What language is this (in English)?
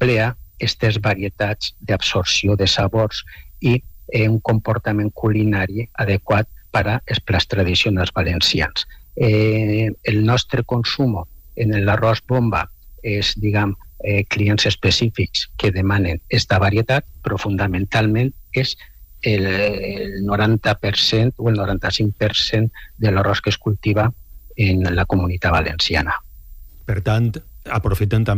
Catalan